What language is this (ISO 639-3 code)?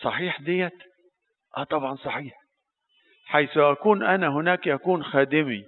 arz